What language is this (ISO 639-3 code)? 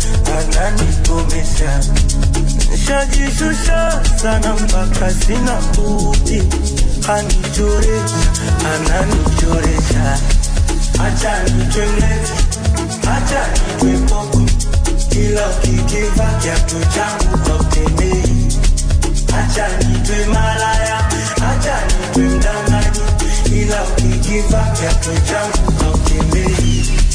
swa